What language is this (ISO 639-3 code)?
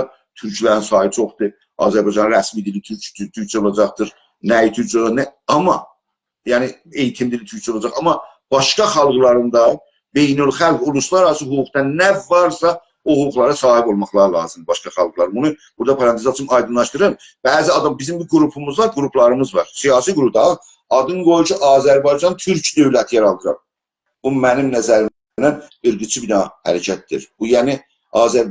azb